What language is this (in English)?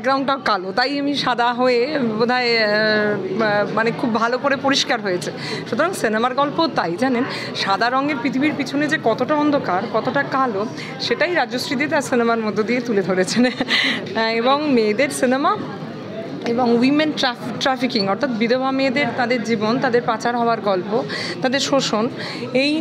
Bangla